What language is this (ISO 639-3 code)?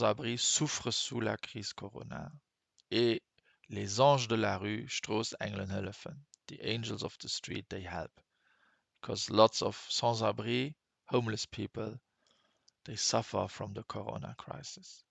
ltz